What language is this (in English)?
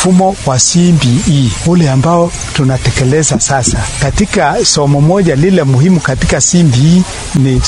Swahili